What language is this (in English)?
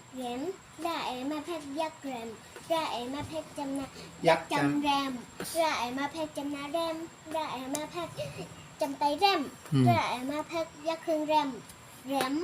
Shan